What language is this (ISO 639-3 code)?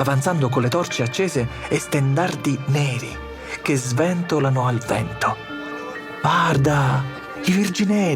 scn